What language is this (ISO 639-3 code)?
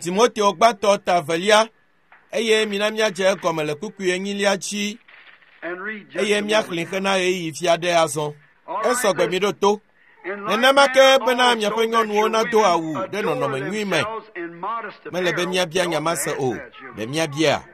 ewe